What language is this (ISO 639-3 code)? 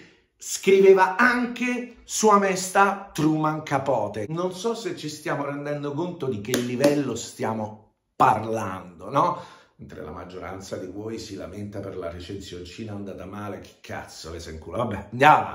ita